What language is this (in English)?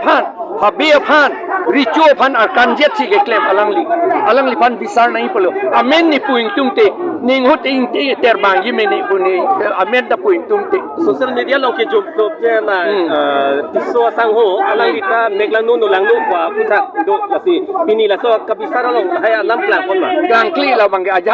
Karbi